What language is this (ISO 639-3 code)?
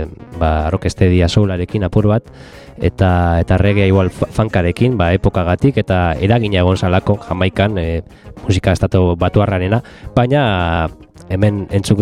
eus